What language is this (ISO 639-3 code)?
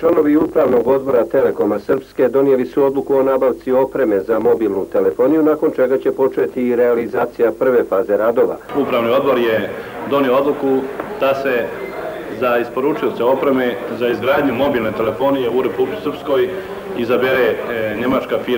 srp